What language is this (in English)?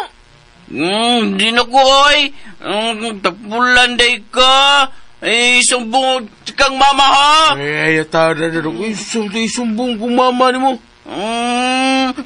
Cebuano